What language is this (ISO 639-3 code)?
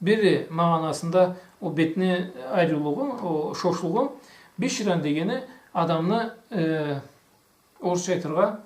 krc